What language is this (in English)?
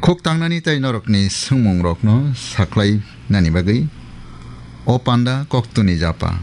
Kok Borok